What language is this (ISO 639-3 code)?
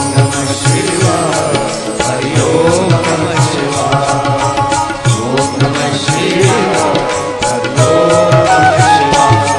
guj